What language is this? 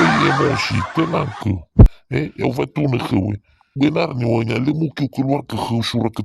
Nias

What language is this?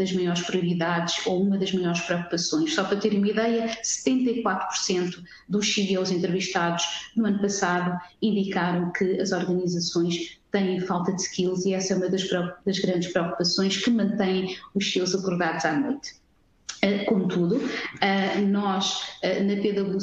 Portuguese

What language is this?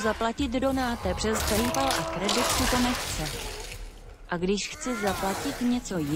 Czech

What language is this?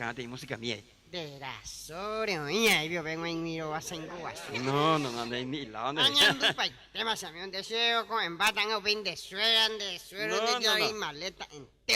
Guarani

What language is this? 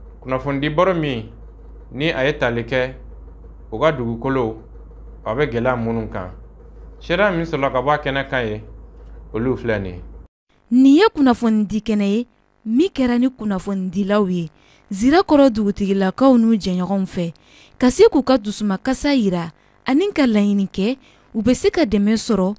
Bambara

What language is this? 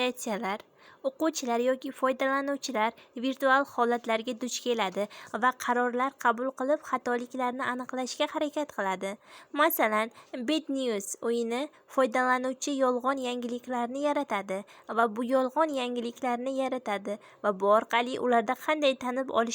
Uzbek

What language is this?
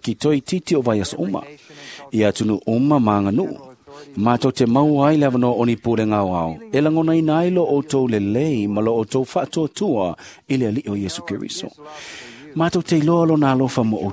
Samoan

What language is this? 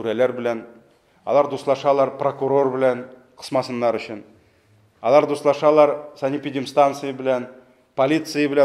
Tatar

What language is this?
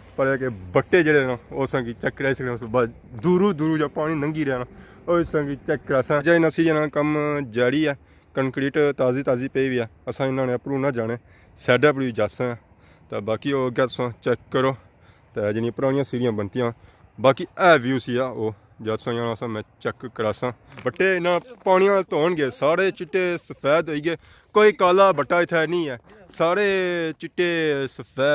Pahari-Potwari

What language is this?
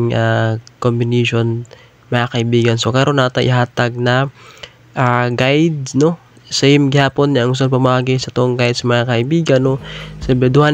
Cebuano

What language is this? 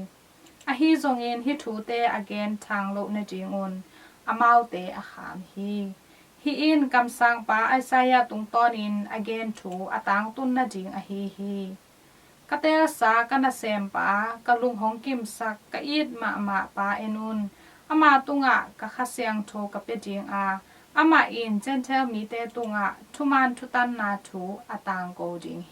Tedim Chin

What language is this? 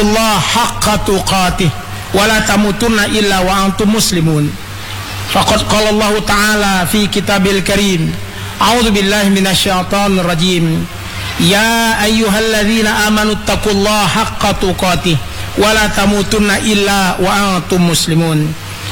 Indonesian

